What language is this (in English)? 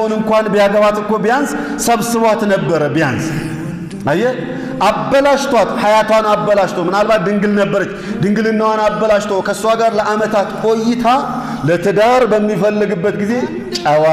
Amharic